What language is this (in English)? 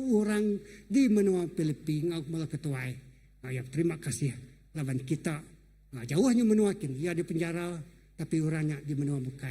Iban